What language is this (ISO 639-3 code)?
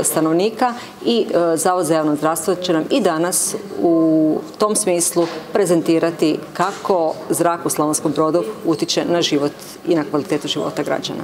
hrv